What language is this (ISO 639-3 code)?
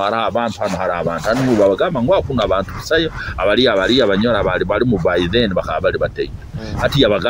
nyo